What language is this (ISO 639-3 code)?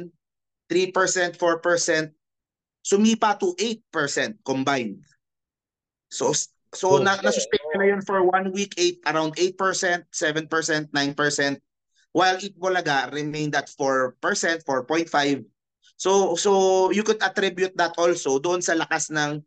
fil